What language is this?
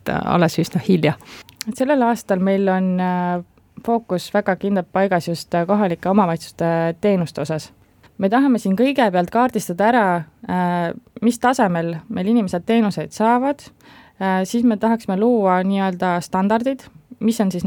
Estonian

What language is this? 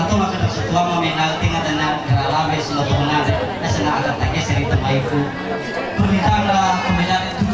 Nias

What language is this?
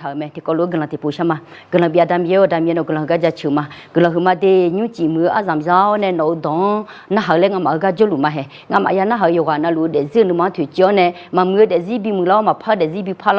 Akha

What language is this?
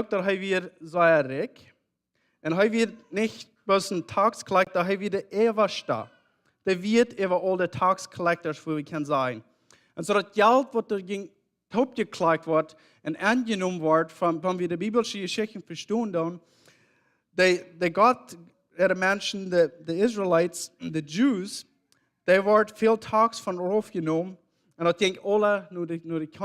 Plautdietsch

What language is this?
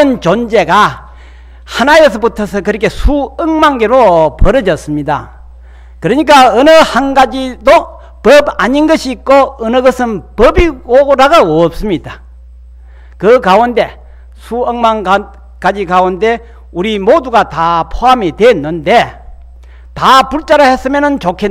Korean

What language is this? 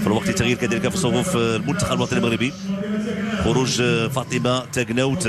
Moroccan Arabic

